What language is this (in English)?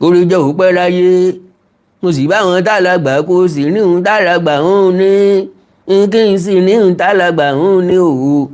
Yoruba